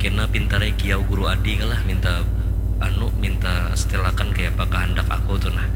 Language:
Banjar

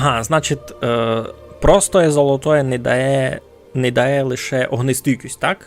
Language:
Rusyn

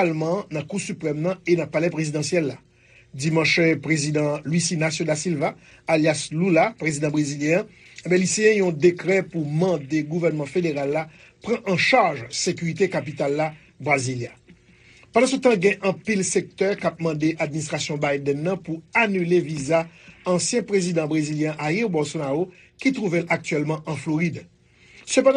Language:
Haitian Creole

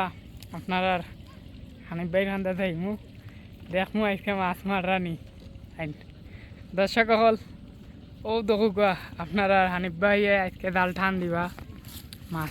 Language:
Sylheti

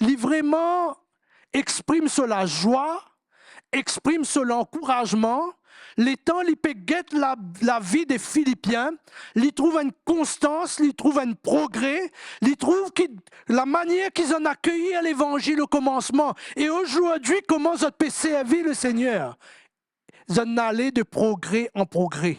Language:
Morisyen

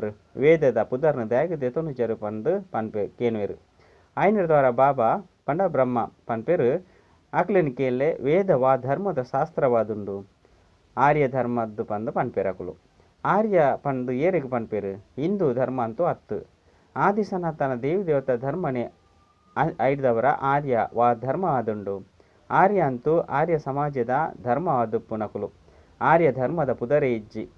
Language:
Tulu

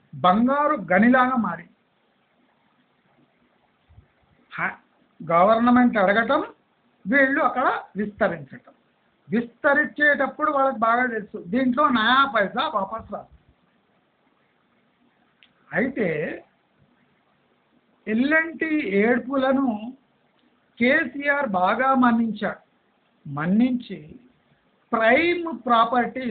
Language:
Telugu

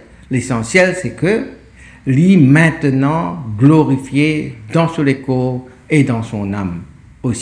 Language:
Morisyen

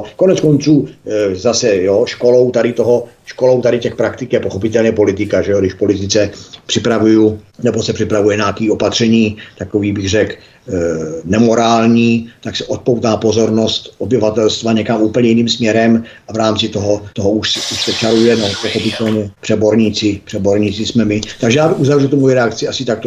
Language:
Czech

